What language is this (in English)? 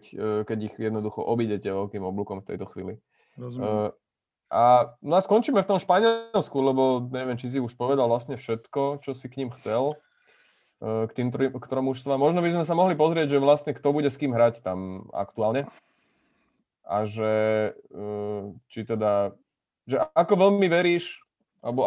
Slovak